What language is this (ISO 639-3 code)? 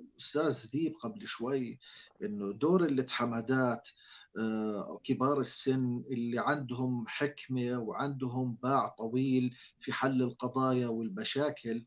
apc